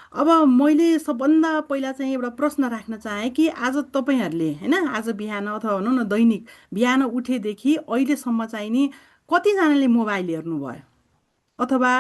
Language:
Nepali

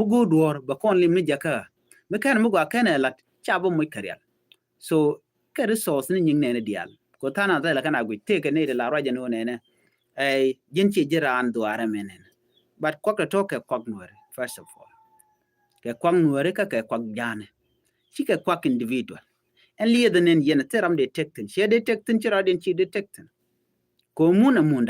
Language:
Nuer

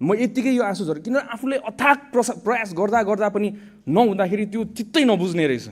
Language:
Nepali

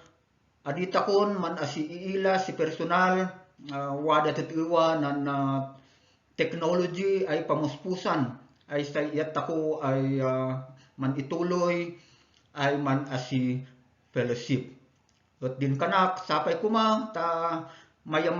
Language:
Kankanaey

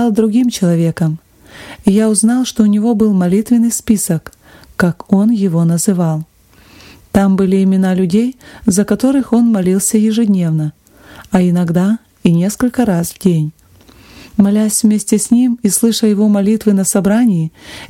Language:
Russian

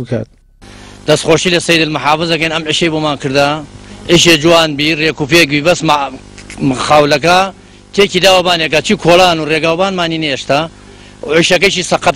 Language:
Central Kurdish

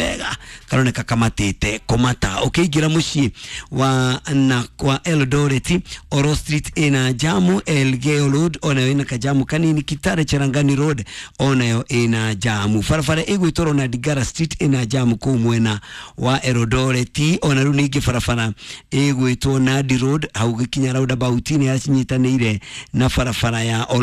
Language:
Kikuyu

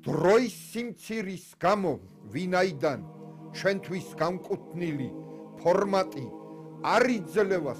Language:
Georgian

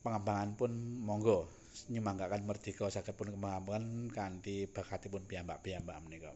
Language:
Javanese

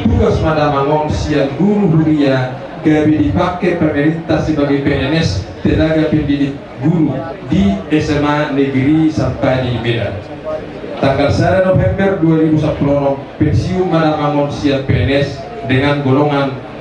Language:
Batak Toba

